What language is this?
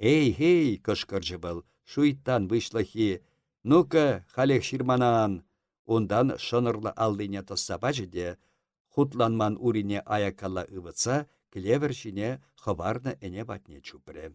Chuvash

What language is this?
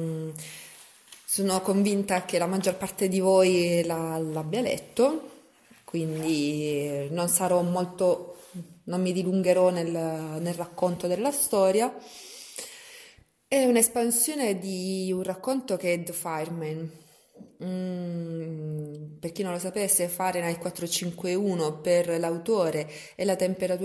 Italian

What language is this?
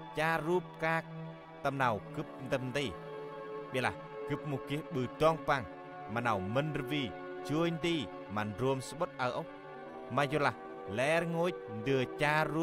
Central Mnong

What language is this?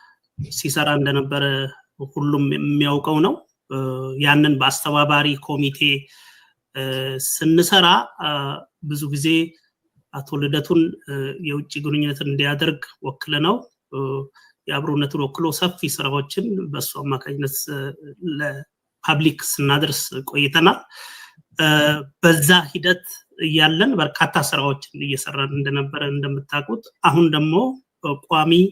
Amharic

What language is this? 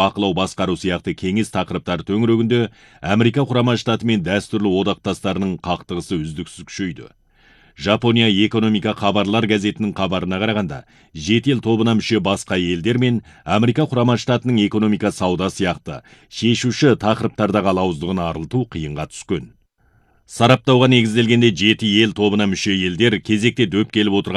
Kazakh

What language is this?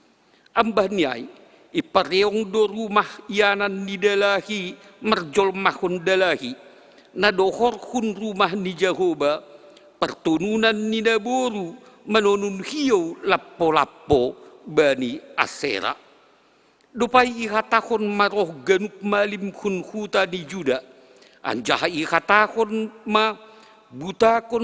Batak Simalungun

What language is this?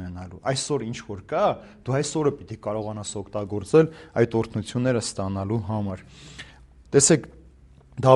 Armenian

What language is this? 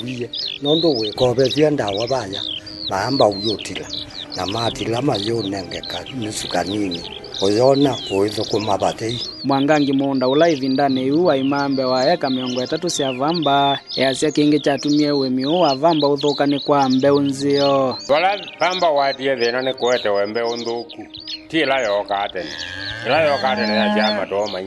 Kamba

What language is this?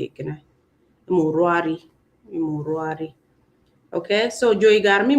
Acoli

